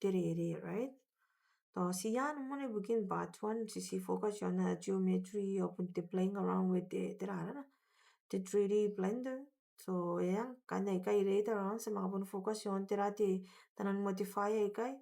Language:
Gilbertese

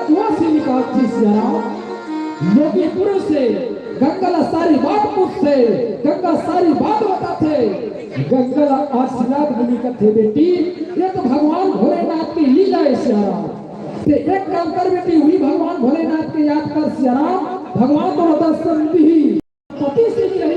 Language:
Chhattisgarhi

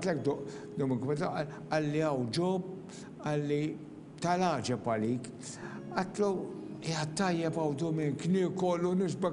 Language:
Maltese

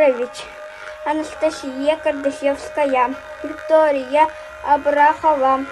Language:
Yakut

